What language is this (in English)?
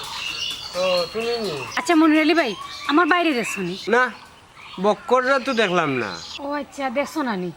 Sylheti